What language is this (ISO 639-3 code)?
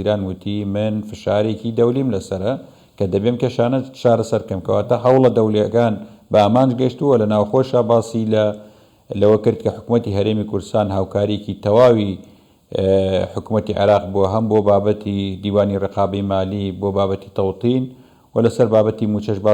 ckb